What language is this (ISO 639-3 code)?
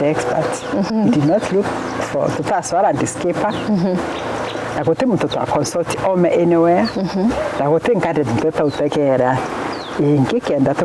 mer